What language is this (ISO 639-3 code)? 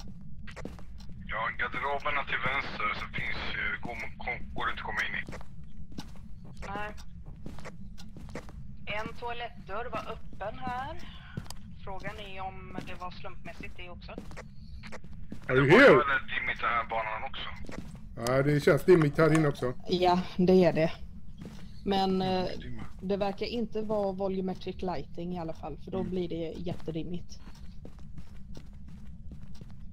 swe